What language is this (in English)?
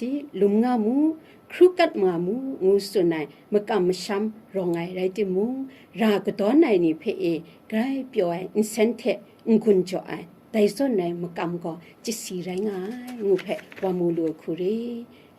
Kachin